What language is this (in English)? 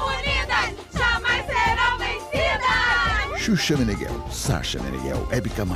Portuguese